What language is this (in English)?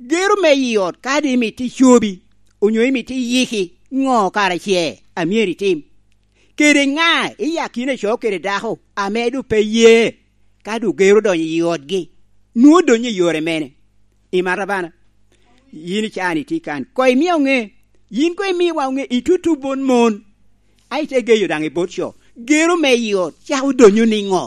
Lango (Uganda)